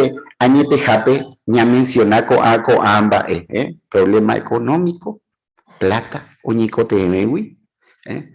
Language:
Guarani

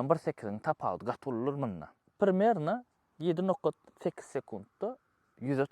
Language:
Turkmen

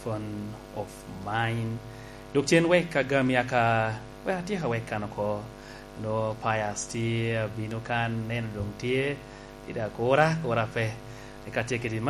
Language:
Lango (Uganda)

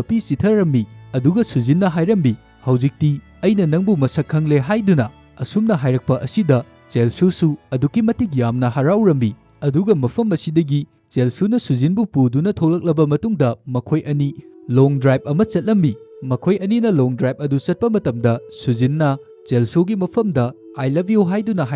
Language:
Manipuri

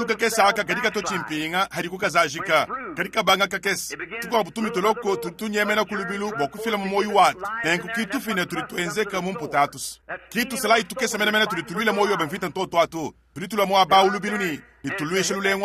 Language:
Luba-Lulua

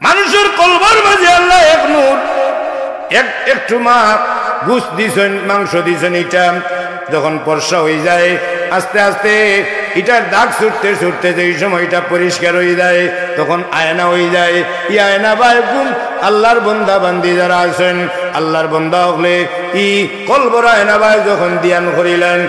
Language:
Sylheti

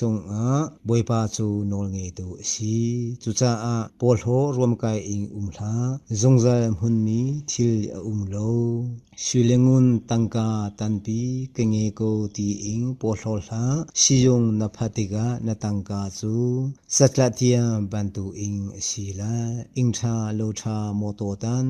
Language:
Hakha Chin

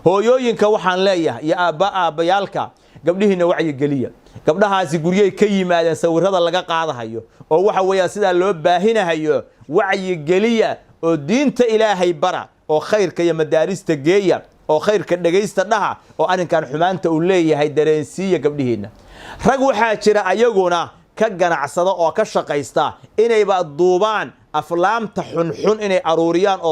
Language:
Somali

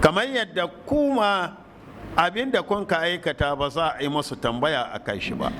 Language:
Hausa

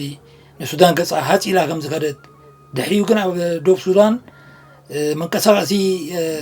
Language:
Tigrinya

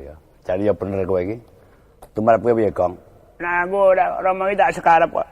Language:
Javanese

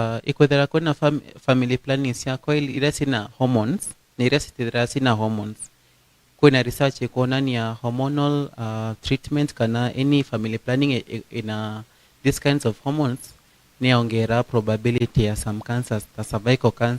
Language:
Meru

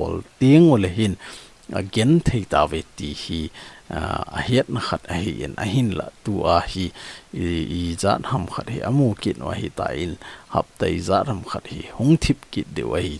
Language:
Thado Chin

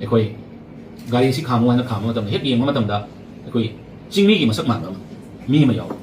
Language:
Manipuri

